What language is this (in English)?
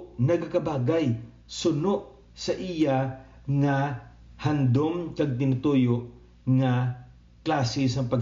Hiligaynon